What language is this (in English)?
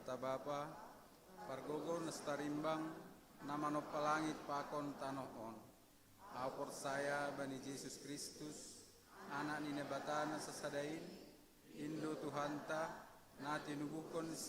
Batak Simalungun